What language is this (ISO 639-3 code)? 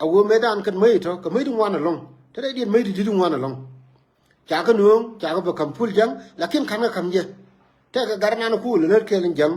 nus